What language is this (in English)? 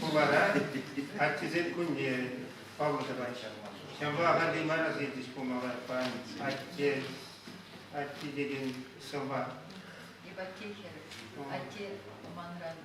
Chuvash